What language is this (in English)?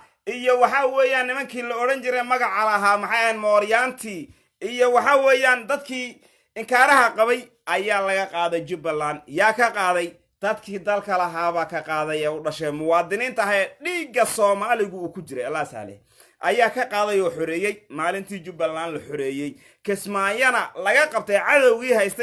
Somali